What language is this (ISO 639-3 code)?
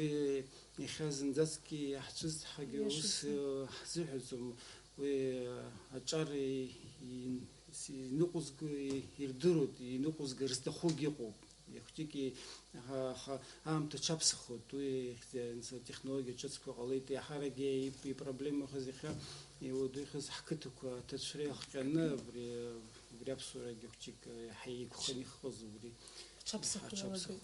abk